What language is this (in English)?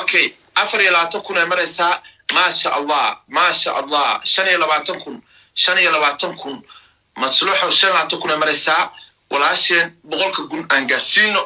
Somali